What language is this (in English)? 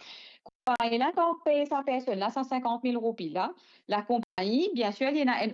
Morisyen